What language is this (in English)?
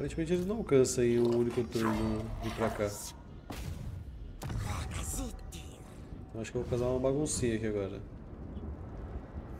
Portuguese